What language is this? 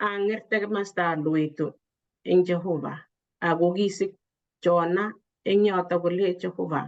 Kalenjin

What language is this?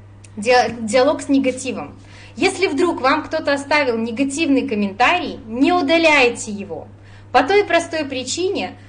Russian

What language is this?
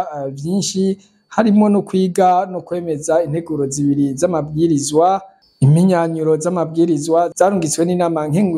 Rundi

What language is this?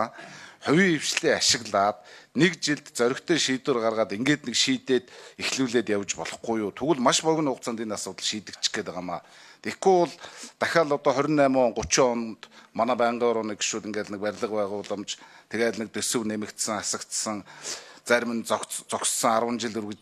Mongolian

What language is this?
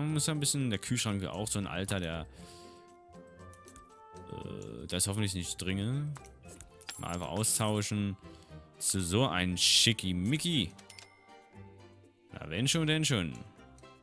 German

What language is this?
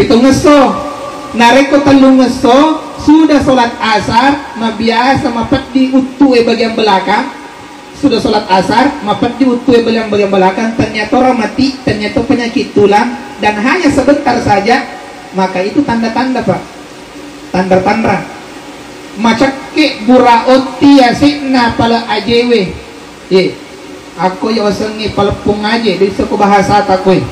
Buginese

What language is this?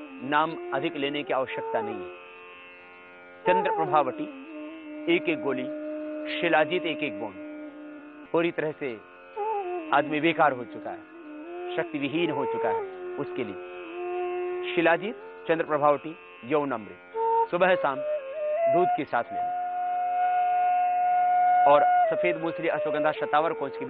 Hindi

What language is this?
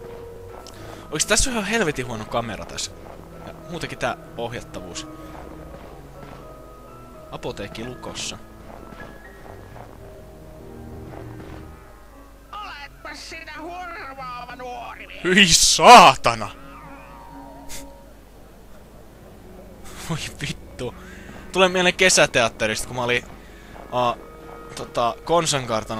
Finnish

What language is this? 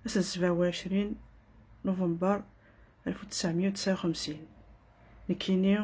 Kabyle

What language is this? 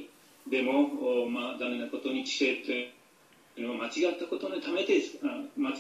Japanese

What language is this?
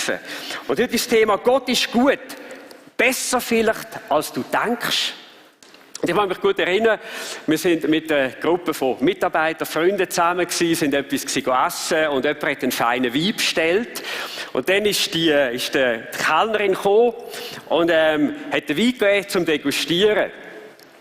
Swiss German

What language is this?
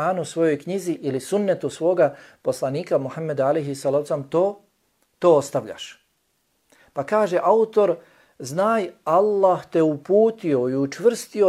Bosnian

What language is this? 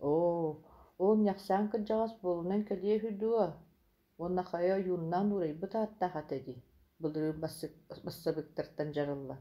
Yakut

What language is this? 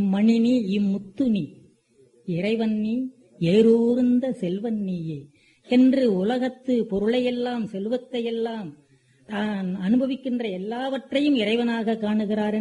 Tamil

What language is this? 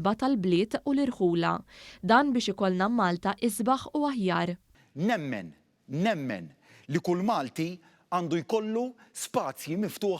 Maltese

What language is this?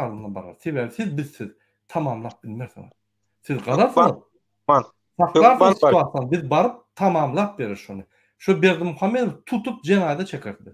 Turkmen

